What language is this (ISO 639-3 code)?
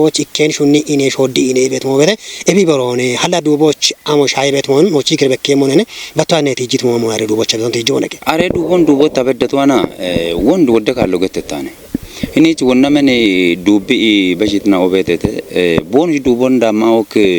kbr